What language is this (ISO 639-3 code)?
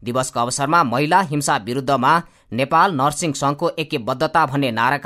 nep